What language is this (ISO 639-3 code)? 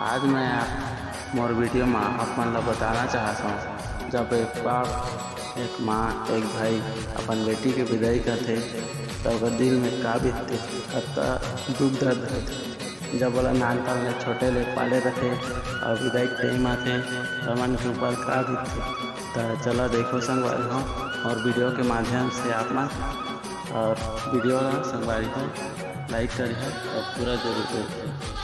hne